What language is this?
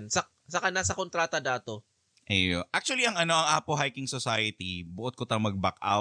Bikol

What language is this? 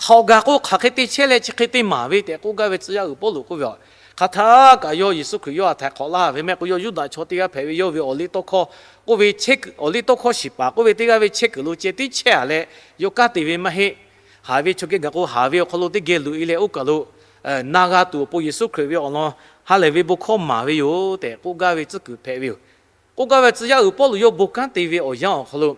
Lahu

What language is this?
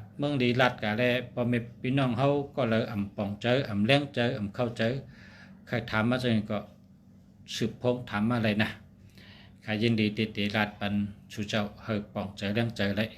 Shan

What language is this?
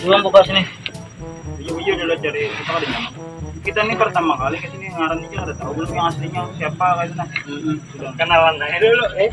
Banjar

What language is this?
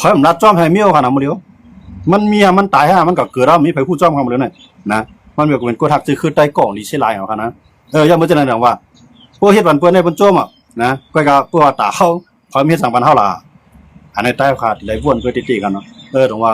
Shan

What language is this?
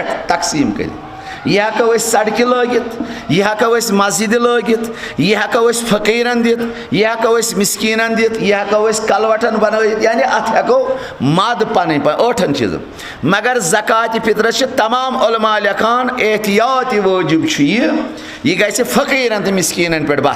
Kashmiri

